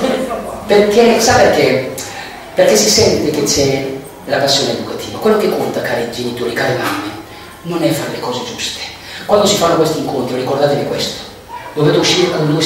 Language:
Italian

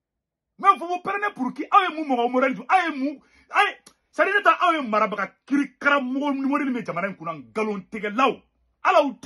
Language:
Bambara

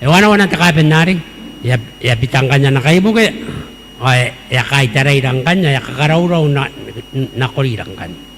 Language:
Gilbertese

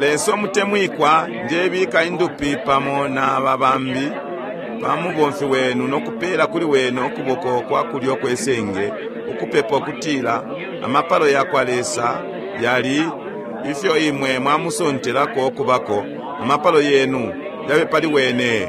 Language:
Bemba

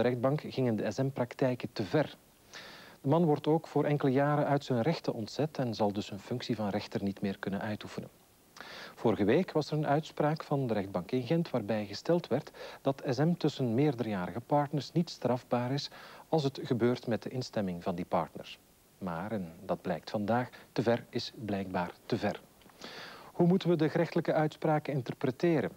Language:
Dutch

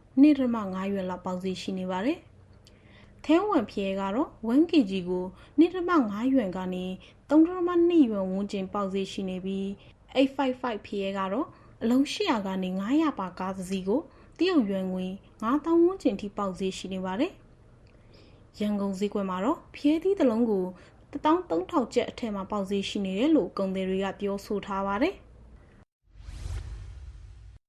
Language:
Burmese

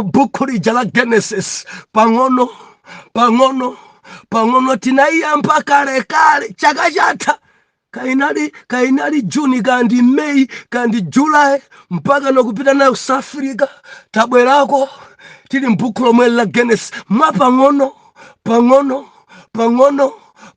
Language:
Nyanja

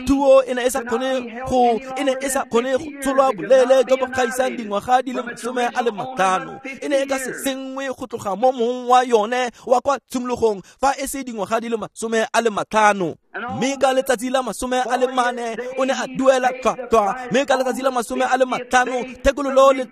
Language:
Tswana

